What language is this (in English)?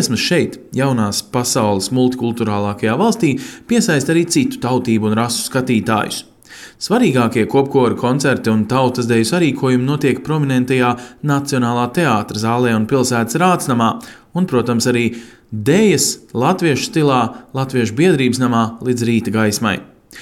Latvian